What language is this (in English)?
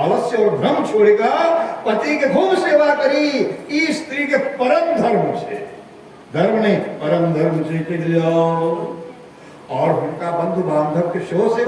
Maithili